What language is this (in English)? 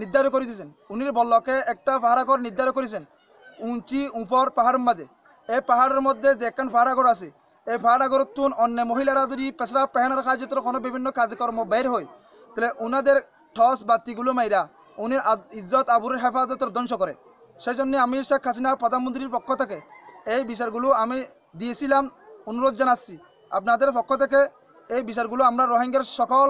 Rohingya